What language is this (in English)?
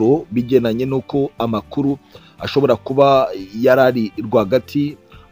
Kinyarwanda